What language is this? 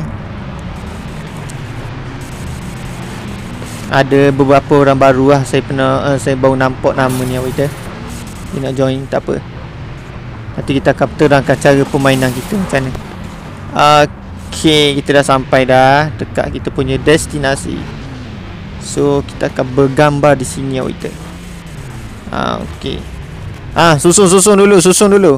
Malay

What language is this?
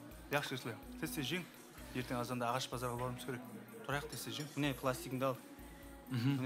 Kara-Kalpak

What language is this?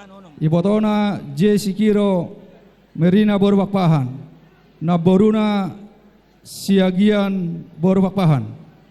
Batak Toba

